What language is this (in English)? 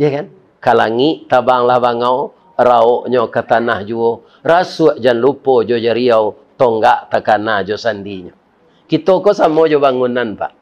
Minangkabau